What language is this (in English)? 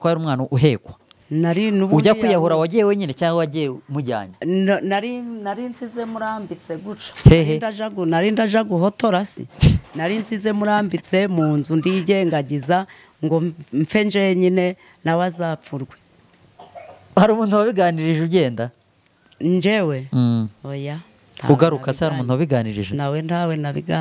Kinyarwanda